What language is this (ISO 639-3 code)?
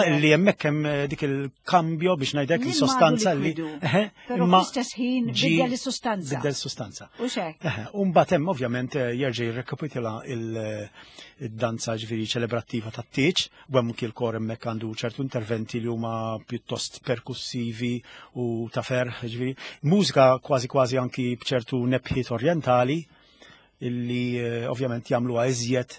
mlt